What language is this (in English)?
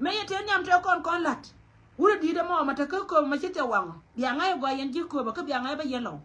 Nuer